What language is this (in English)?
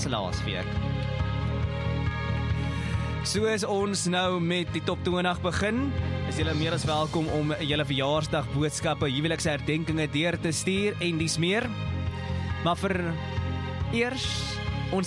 Afrikaans